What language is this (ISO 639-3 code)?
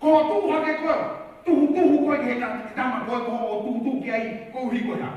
ton